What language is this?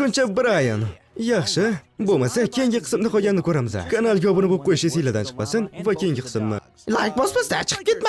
Uzbek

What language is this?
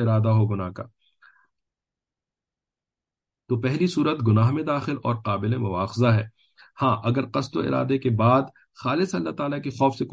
Urdu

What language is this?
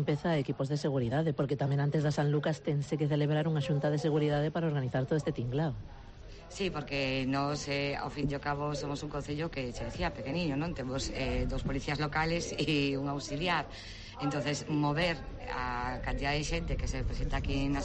Galician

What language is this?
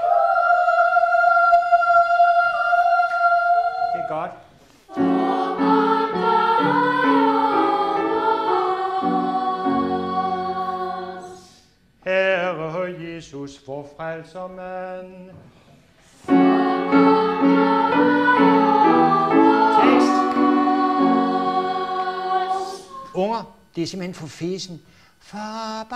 Danish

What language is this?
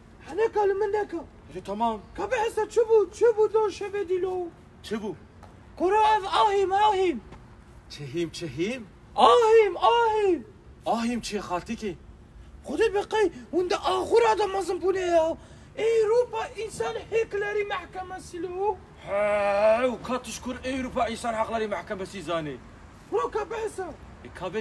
Kurdish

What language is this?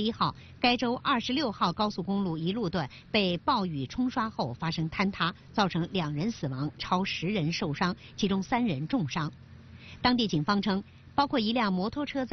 Chinese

